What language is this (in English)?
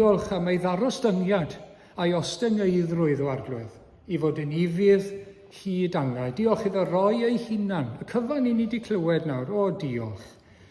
Welsh